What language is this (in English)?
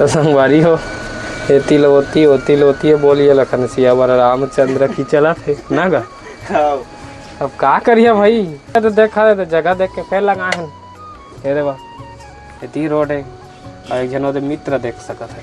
Chhattisgarhi